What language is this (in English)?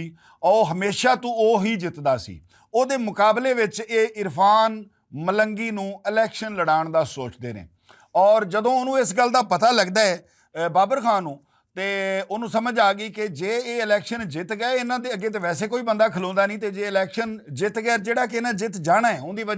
Western Panjabi